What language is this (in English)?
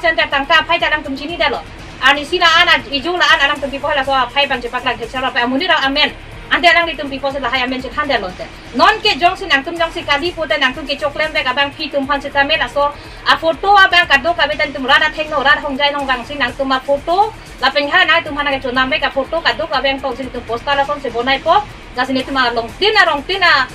Karbi